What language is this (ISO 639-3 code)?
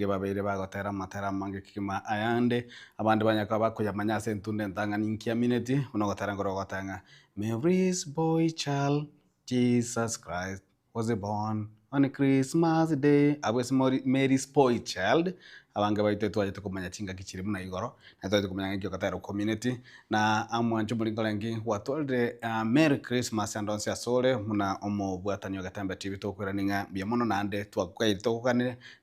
guz